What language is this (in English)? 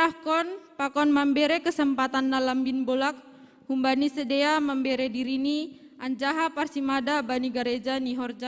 Batak Simalungun